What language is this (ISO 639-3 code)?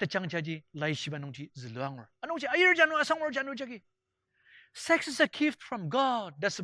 njo